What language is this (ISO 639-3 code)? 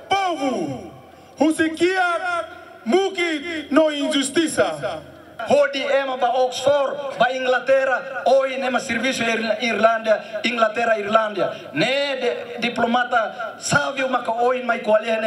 tet